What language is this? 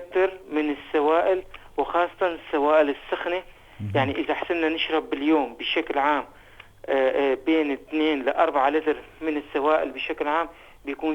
North Levantine Arabic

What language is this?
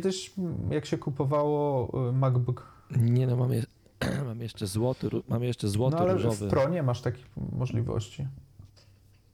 Polish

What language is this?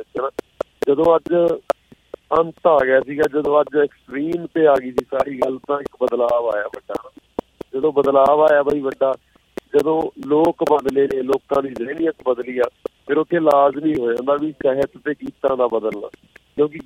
Punjabi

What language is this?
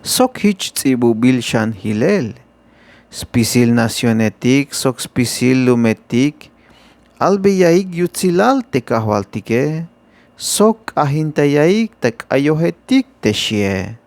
Tzeltal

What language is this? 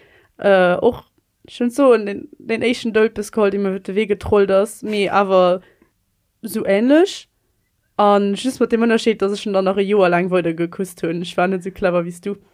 Luxembourgish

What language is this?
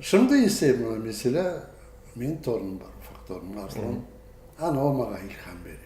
Crimean Tatar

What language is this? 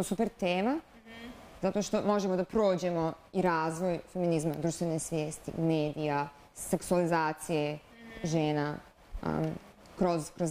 Bosnian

